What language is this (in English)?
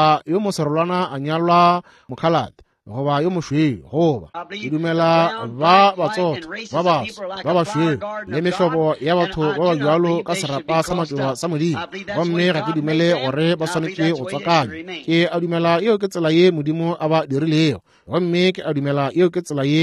Northern Sotho